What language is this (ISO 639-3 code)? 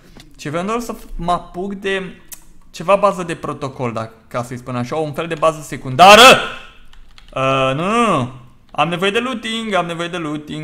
ron